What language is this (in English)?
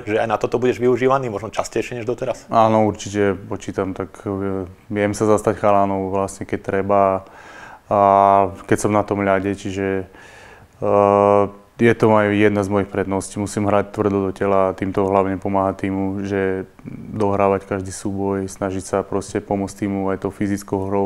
Slovak